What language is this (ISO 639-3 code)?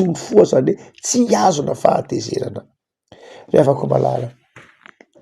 mlg